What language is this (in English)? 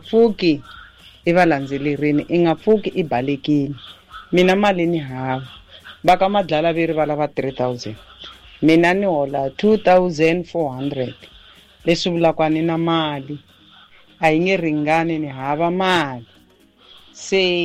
Tsonga